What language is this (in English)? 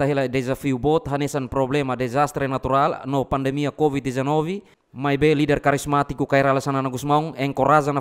Tetum